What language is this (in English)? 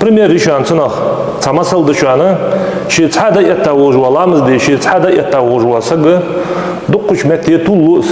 Ingush